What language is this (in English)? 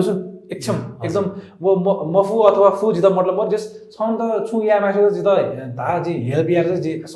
Newari